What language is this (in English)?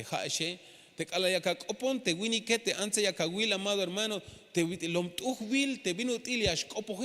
Tzeltal